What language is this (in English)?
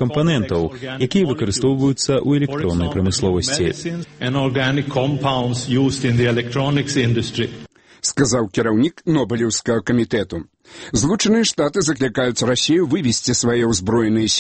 Belarusian